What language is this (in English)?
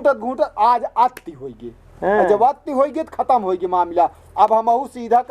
Awadhi